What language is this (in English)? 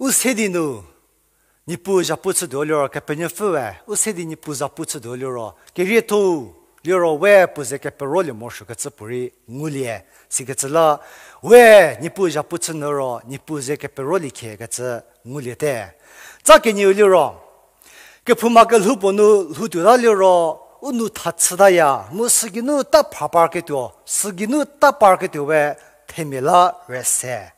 Angami Naga